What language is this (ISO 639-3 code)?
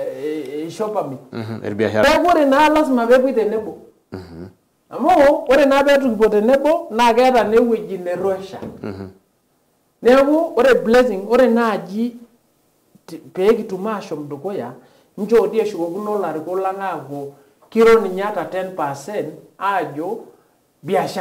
mas